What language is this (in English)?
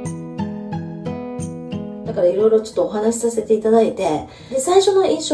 Japanese